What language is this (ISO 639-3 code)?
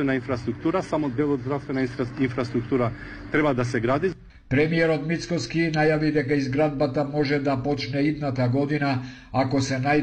mkd